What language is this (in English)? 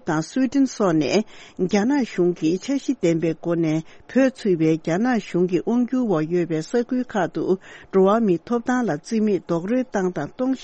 Tibetan